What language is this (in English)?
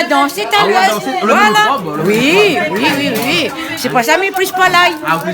Réunion Creole French